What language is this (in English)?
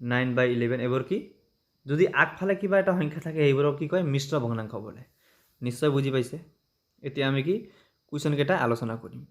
Assamese